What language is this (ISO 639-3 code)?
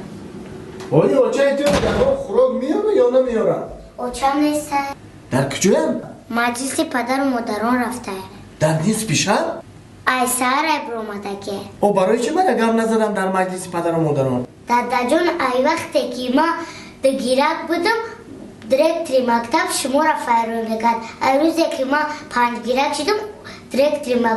tgk